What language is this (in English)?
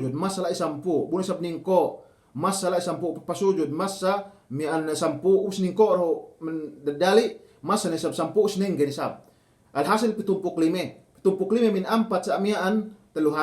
Yakan